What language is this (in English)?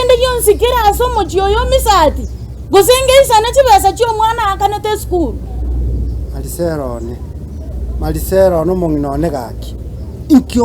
Gusii